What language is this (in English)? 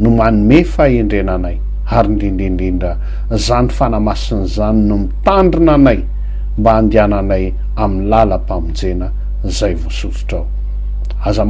Malagasy